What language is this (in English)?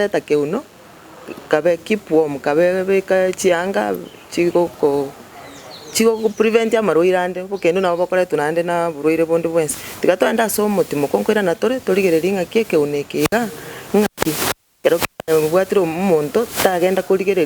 Gusii